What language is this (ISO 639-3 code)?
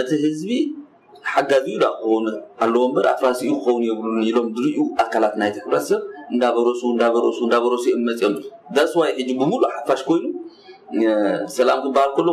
tir